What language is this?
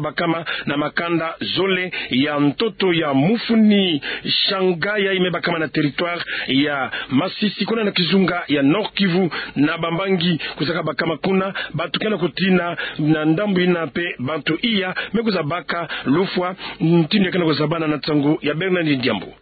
Kituba (Democratic Republic of Congo)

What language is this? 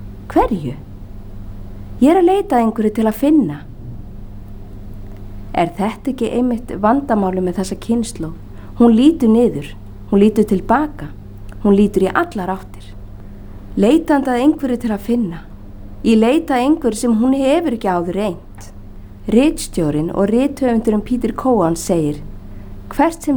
Icelandic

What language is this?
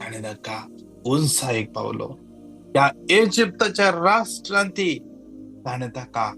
Konkani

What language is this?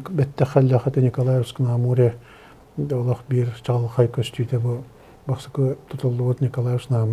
Yakut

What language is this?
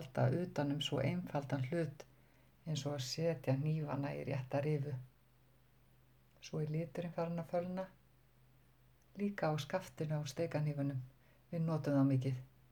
Icelandic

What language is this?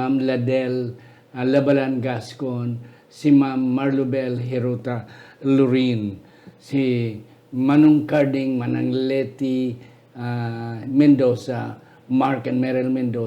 Hiligaynon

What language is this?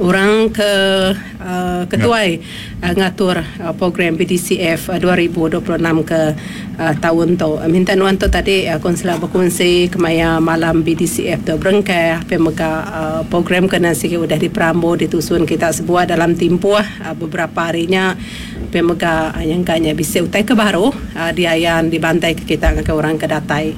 Iban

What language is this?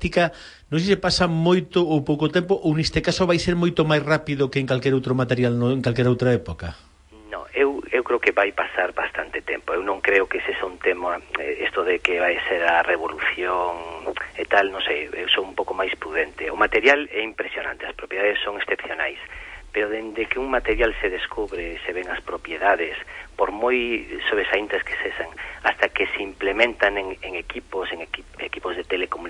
Galician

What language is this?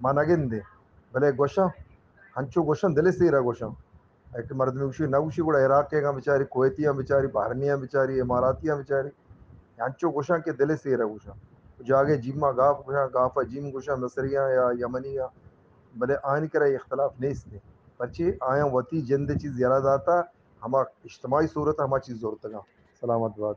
Eastern Balochi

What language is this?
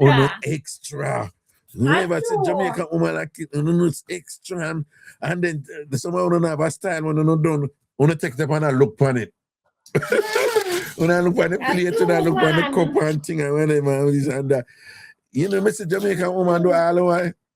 Jamaican Creole English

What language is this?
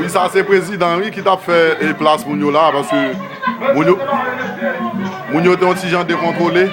Haitian Creole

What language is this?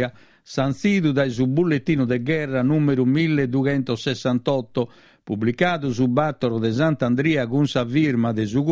Sardinian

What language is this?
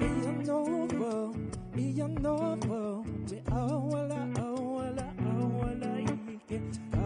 Hawaiian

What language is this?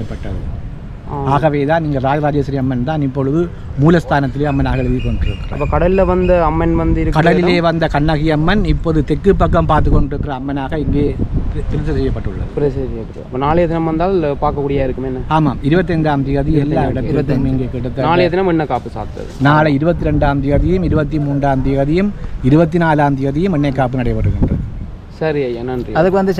Tamil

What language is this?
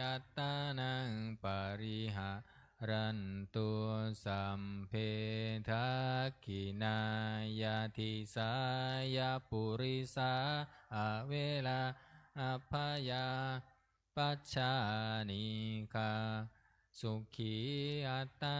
Pali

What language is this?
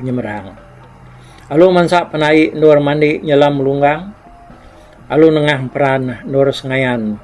Iban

